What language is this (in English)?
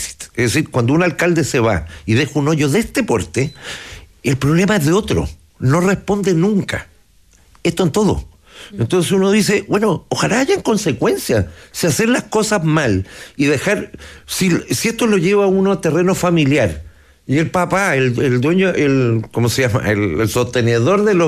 Spanish